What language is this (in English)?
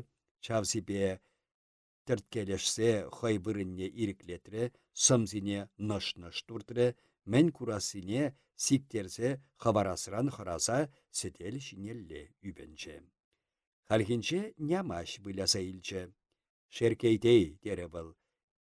Chuvash